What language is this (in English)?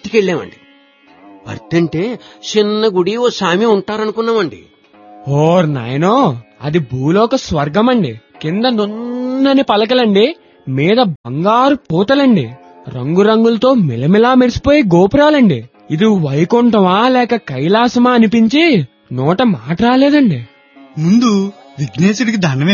Telugu